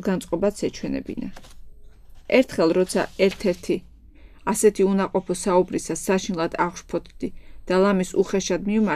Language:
Georgian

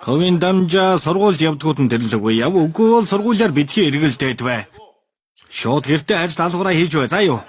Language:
Mongolian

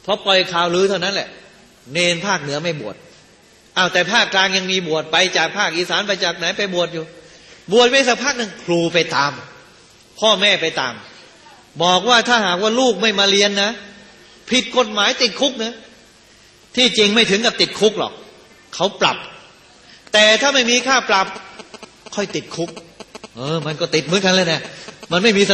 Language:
Thai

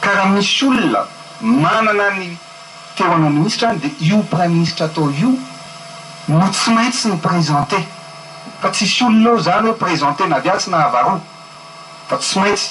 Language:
Malagasy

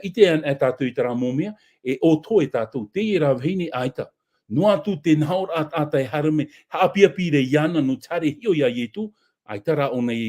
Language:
Tahitian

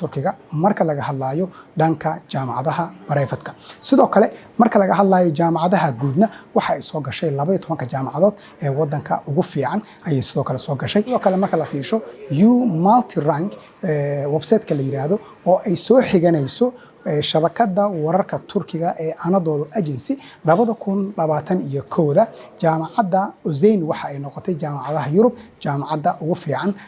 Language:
Somali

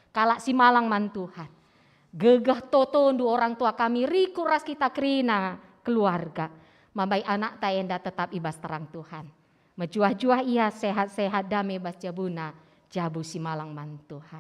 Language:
Batak Karo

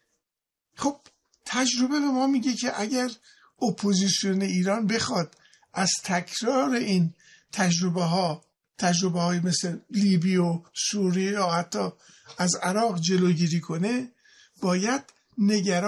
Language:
Persian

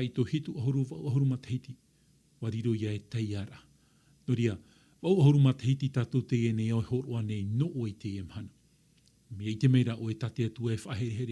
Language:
Tahitian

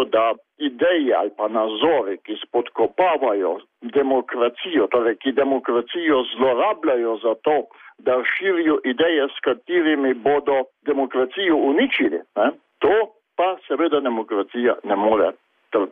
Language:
Slovenian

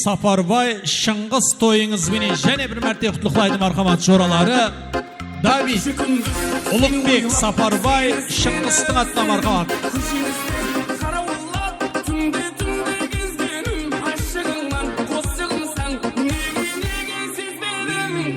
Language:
Kara-Kalpak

